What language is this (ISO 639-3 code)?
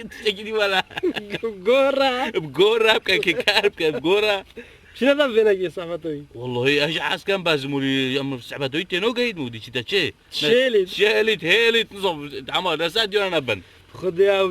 kur